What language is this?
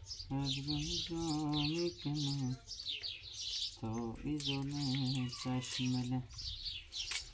Persian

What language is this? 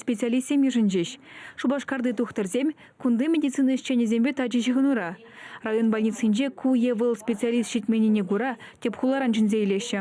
Chuvash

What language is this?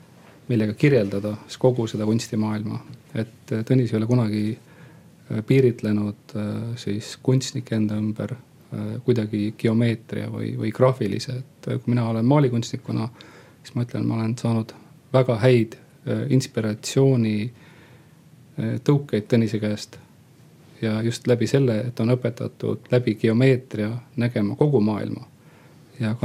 Estonian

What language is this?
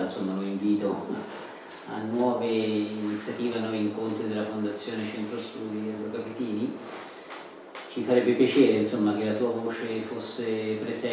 Italian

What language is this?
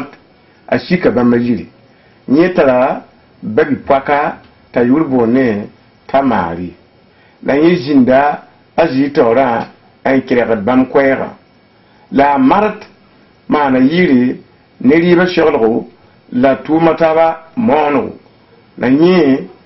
Mossi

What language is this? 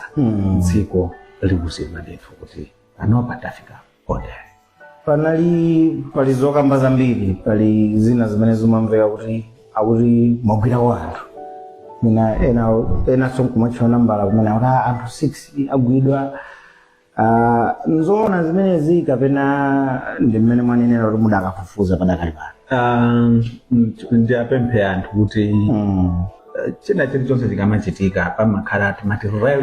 Nyanja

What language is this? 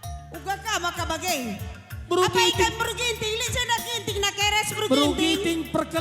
Batak Karo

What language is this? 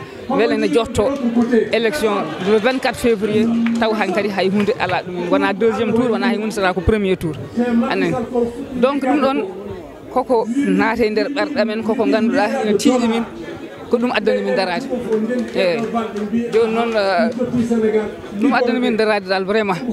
Fula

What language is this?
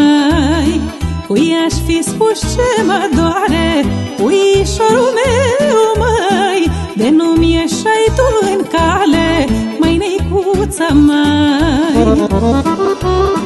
Romanian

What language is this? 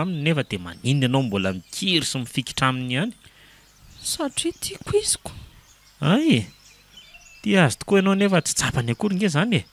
Malagasy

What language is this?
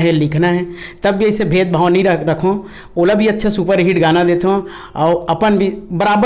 Chhattisgarhi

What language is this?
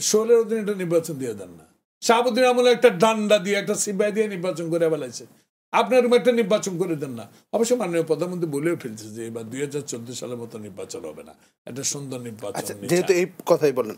Bangla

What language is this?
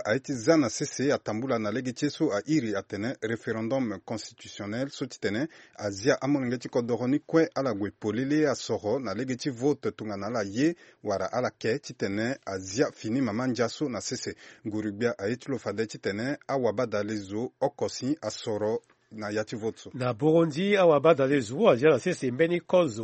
Sango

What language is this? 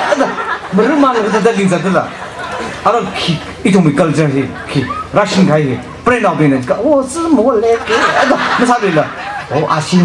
Tangkhul Naga (India)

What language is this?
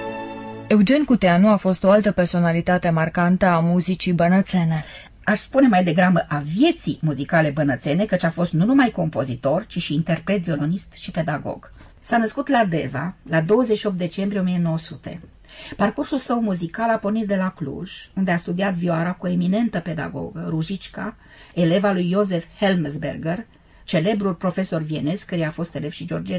Romanian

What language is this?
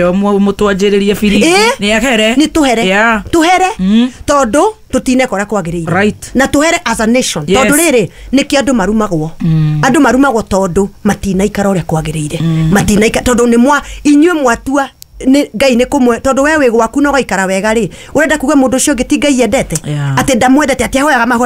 Kikuyu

